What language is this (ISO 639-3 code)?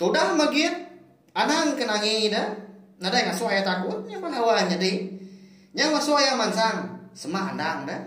iba